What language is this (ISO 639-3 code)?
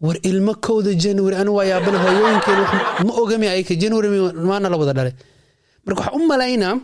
som